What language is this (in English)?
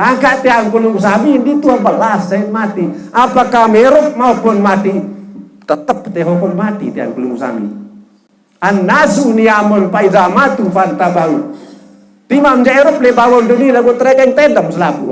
Sasak